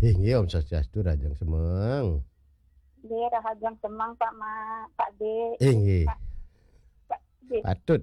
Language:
Balinese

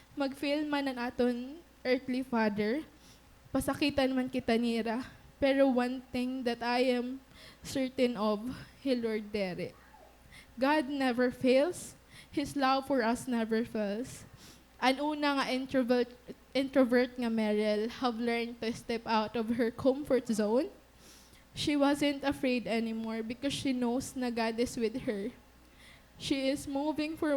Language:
Waray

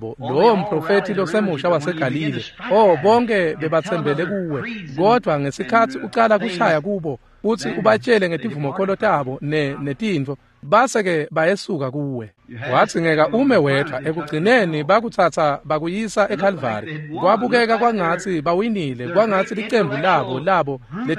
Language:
Swati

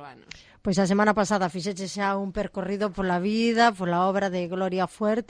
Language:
Galician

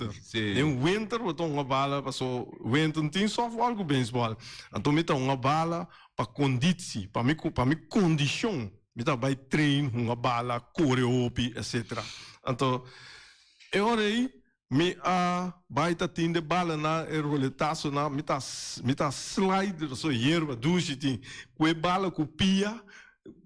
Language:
Papiamento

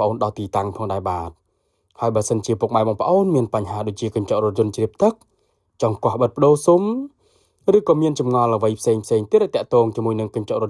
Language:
Khmer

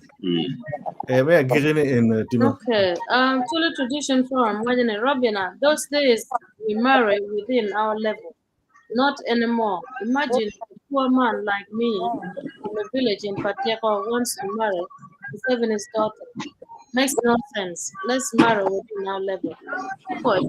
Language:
Acoli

